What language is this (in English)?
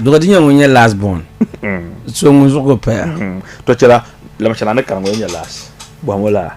Dagbani